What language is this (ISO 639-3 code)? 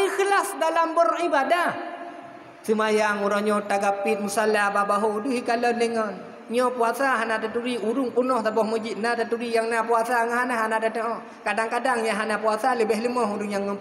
ace